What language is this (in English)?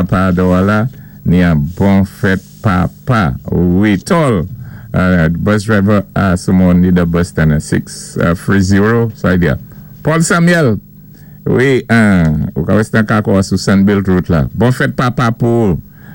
Saint Lucian Creole French